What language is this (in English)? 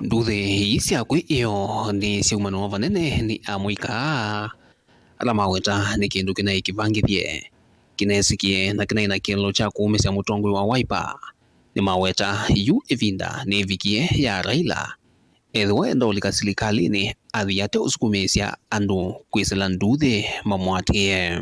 Kamba